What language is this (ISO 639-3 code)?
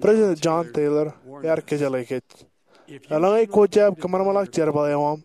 mah